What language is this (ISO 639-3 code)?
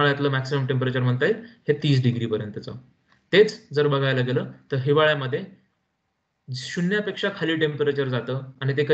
mar